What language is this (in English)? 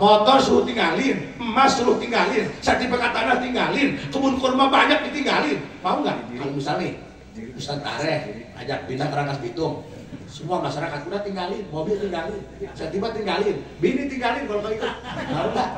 Betawi